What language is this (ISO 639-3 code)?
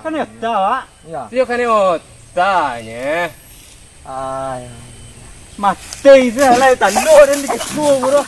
min